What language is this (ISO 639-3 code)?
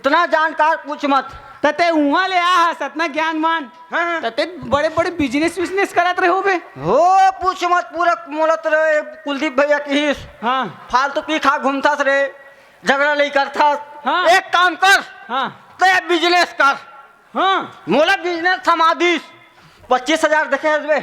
hne